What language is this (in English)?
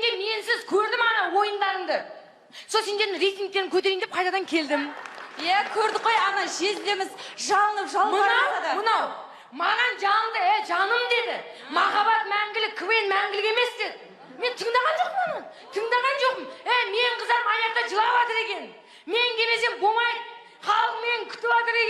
Kazakh